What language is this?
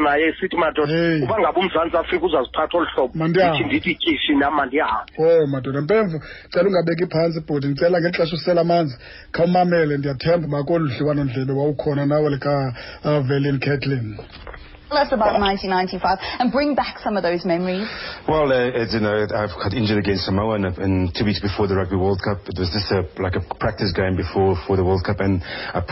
Xhosa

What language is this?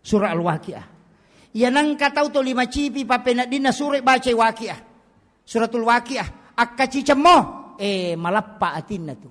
Buginese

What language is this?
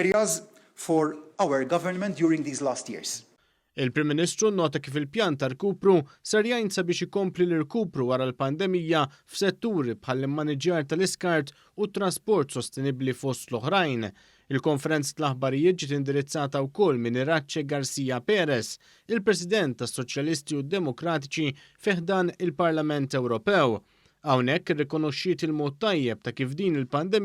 Maltese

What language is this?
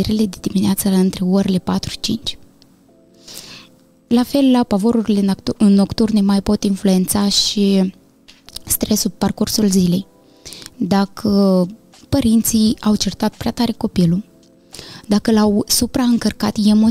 Romanian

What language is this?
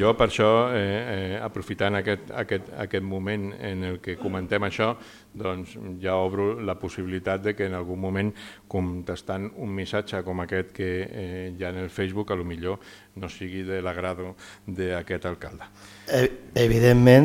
Catalan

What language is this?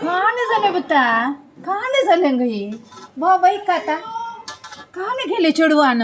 Konkani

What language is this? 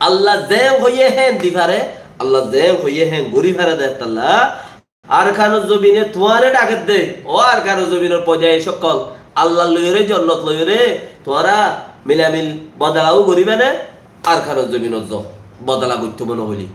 Rohingya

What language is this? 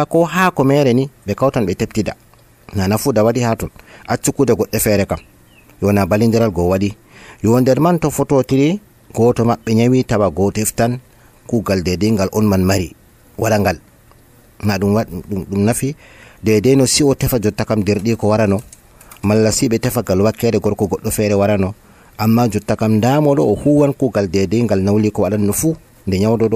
Nigerian Fulfulde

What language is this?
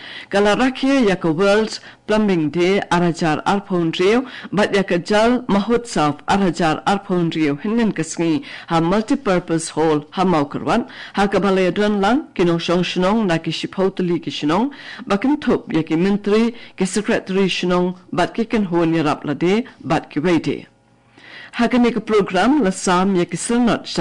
Khasi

